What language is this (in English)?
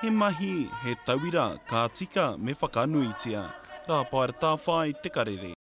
Māori